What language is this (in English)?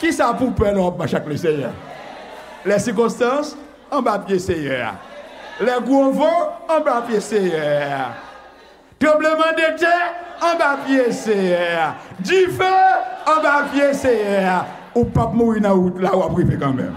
Haitian Creole